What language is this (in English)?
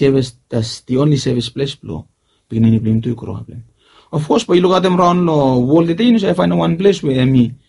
Bislama